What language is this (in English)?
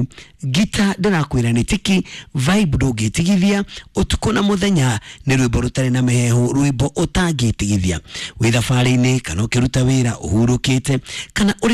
Kikuyu